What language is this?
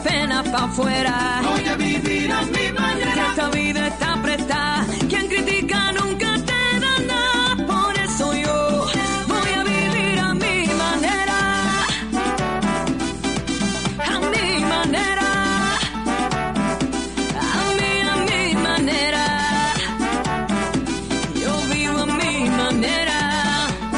Spanish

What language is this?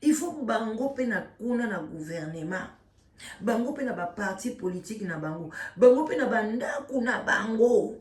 Lingala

